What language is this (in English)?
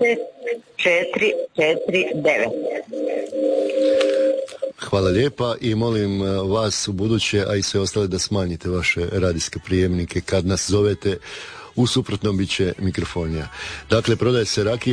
Croatian